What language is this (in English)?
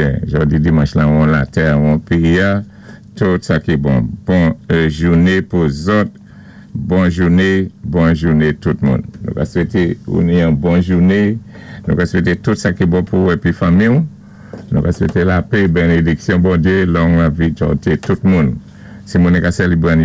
Saint Lucian Creole French